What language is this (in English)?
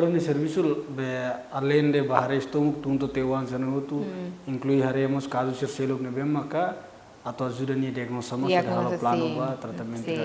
Tetum